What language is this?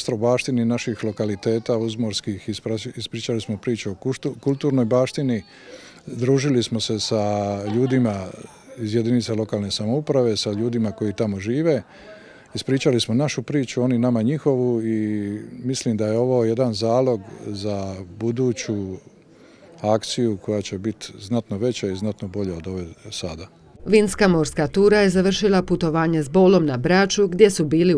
Croatian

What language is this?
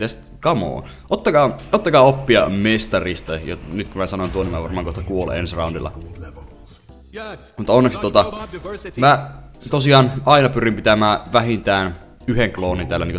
Finnish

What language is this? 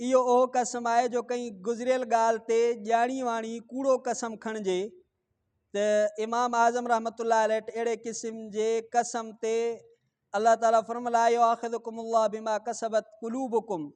Sindhi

